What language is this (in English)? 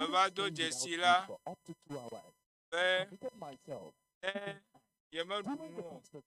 Ewe